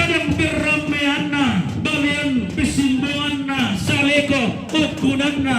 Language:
Toraja-Sa'dan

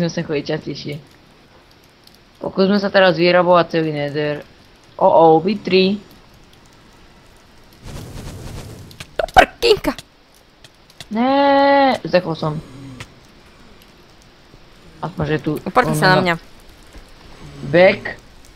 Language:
Slovak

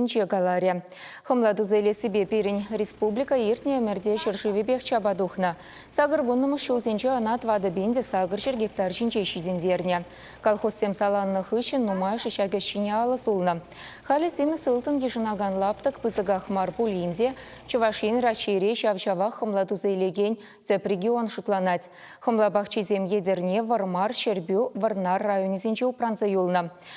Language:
Chuvash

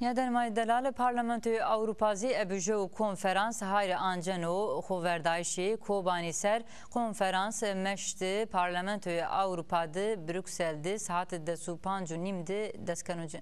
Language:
Zaza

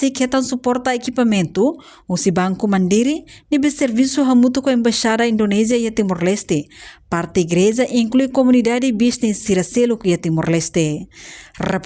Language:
Tetum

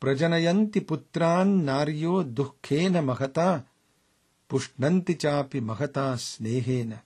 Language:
Sanskrit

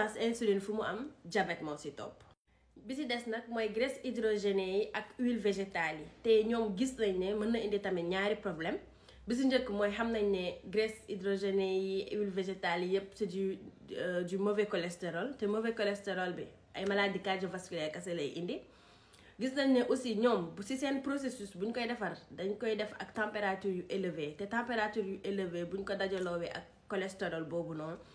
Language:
Wolof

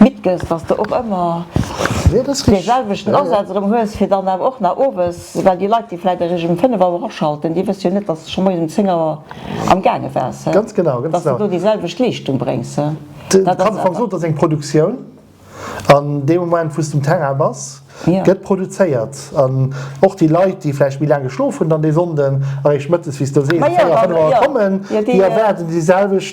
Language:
Luxembourgish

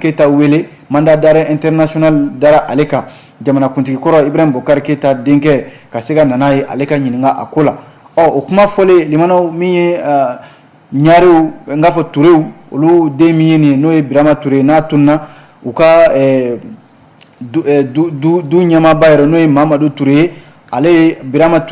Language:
Bambara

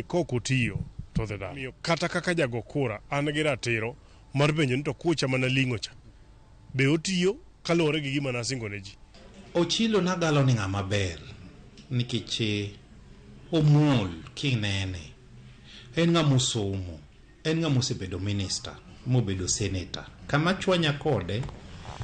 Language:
Luo (Kenya and Tanzania)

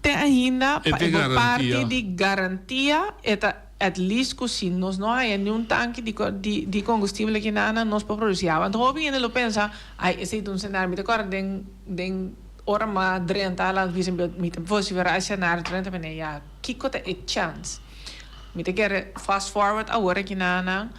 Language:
Papiamento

